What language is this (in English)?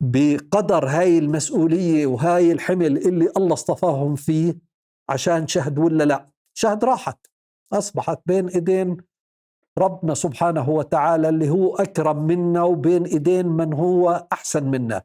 North Levantine Arabic